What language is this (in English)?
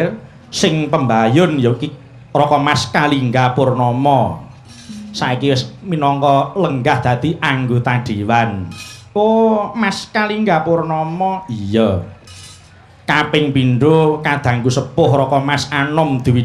Javanese